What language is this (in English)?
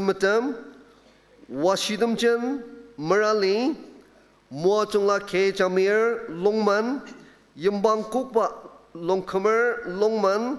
Ao Naga